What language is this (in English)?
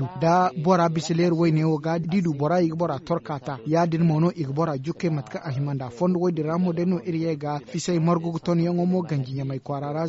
Zarma